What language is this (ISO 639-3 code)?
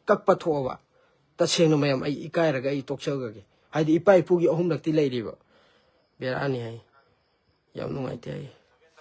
mni